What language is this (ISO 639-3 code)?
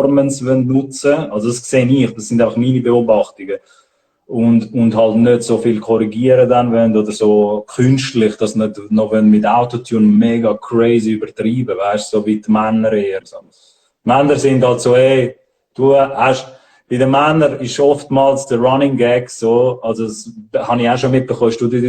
gsw